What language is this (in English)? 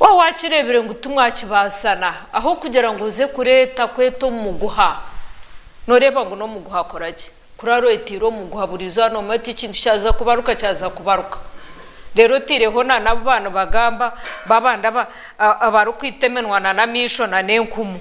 Nyankole